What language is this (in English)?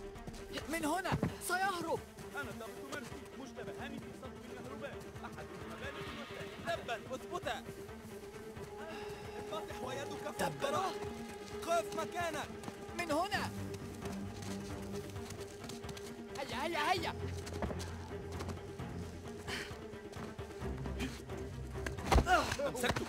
Arabic